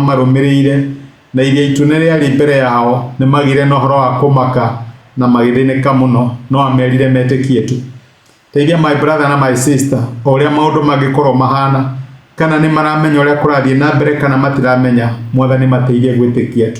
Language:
Kikuyu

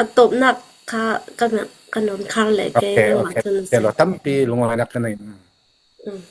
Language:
Falam Chin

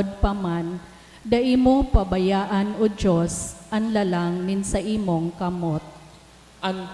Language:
Bikol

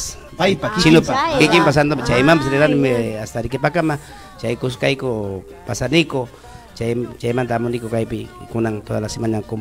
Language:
Ayacucho Quechua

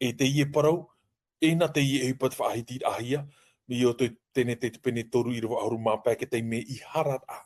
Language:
Tahitian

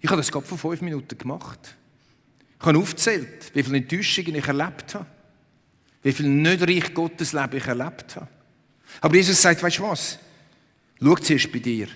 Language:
Swiss German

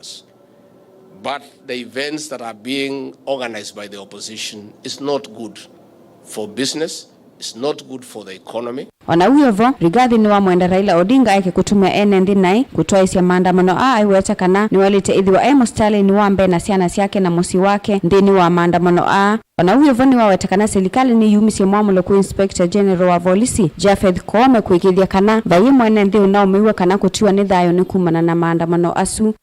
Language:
Kamba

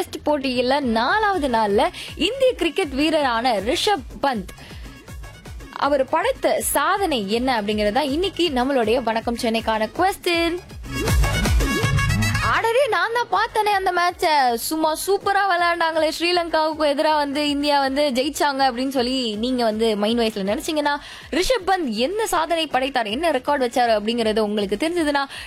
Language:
Tamil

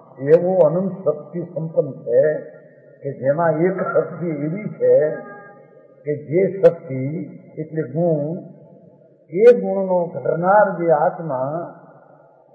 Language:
Gujarati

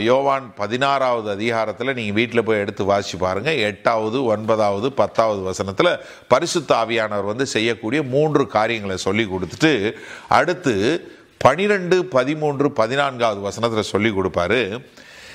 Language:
Tamil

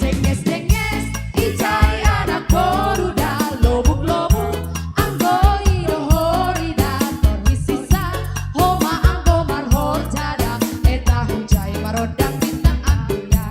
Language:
Batak Simalungun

